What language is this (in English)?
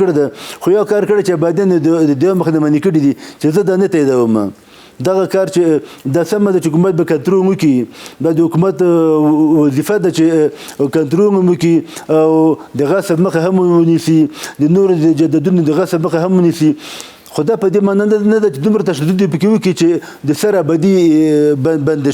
Pashto